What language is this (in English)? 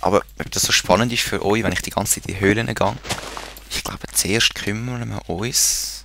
Swiss German